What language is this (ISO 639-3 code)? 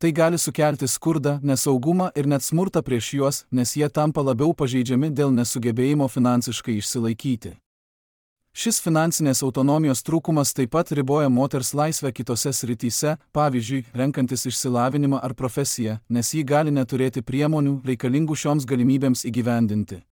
lit